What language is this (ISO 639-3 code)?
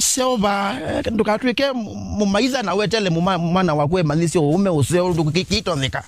kam